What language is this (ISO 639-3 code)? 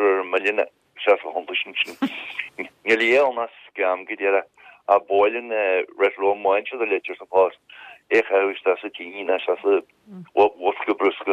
gle